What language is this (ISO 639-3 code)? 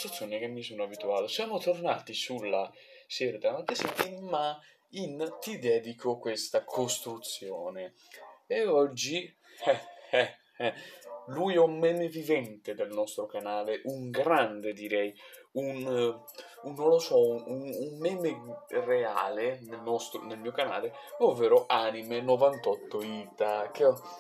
ita